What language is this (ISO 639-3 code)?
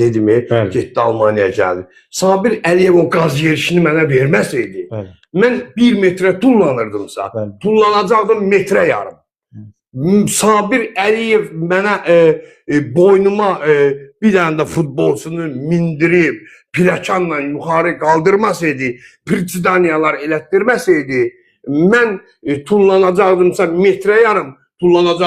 aze